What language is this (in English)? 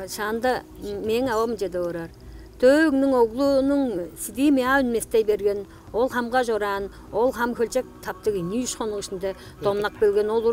Tuvinian